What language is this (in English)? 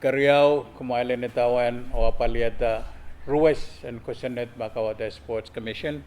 Pohnpeian